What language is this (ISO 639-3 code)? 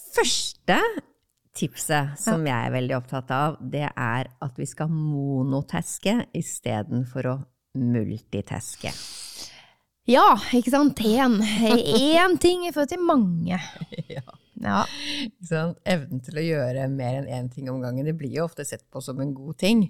nor